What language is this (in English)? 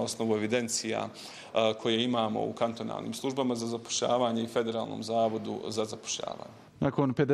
Bosnian